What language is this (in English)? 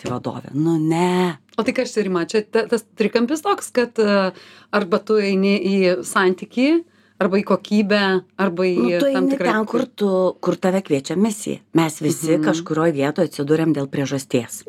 Lithuanian